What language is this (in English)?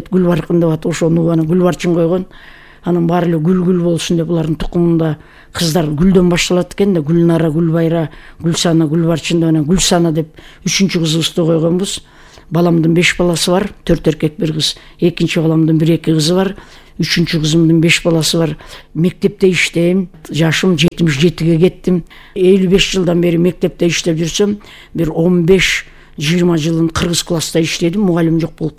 Kyrgyz